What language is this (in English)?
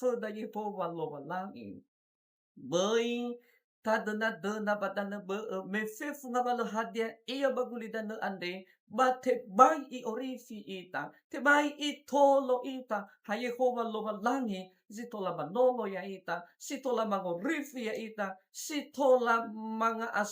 Nias